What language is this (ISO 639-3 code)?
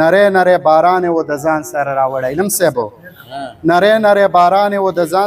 pus